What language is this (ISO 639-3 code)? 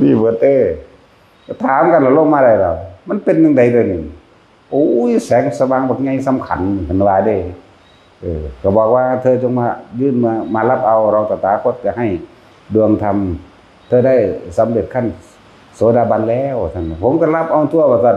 tts